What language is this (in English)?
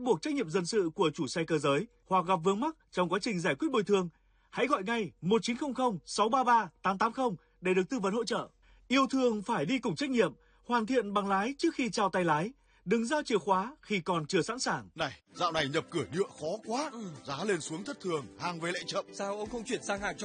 Vietnamese